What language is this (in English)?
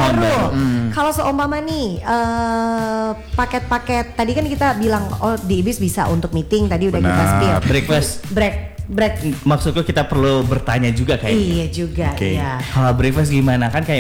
Indonesian